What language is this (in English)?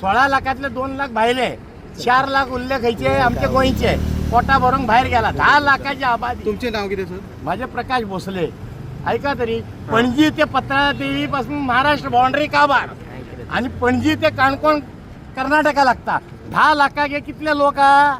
Konkani